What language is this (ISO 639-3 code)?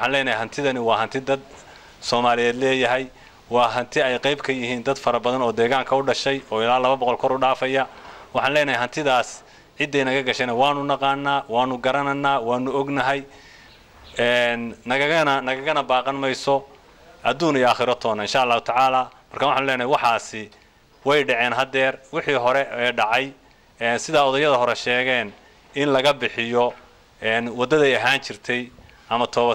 som